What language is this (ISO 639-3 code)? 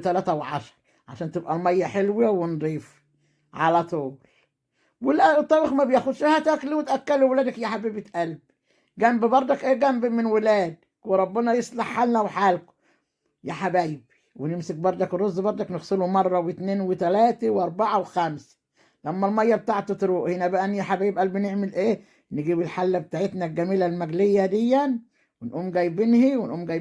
arz